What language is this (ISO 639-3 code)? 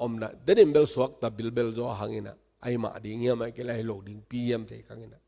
ctd